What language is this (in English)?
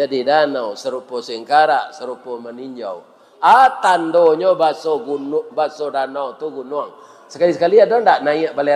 Minangkabau